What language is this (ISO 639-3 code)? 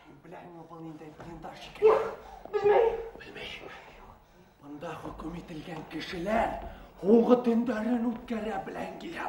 bak